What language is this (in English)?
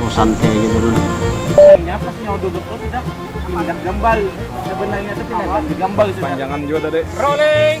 Banjar